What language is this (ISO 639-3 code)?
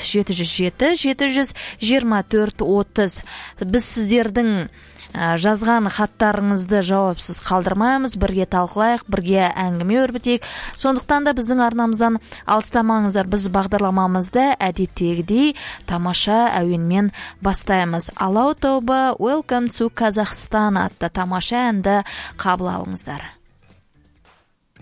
kaz